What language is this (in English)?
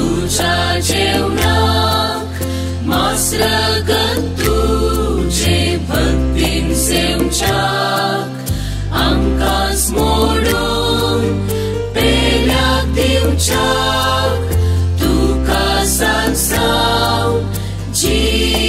Konkani